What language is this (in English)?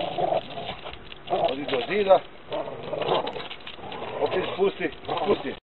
Croatian